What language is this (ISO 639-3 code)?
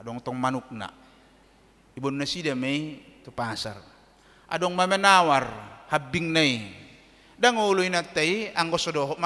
bbc